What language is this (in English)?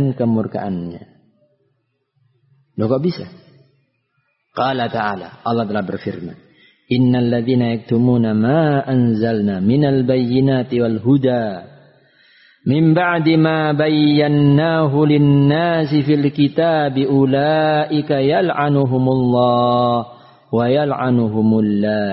Indonesian